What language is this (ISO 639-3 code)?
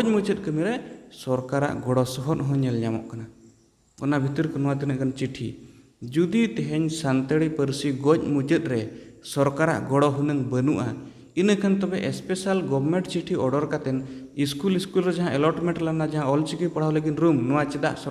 sat